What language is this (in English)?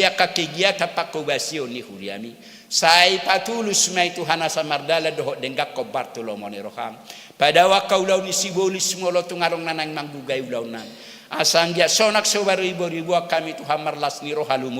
Batak Toba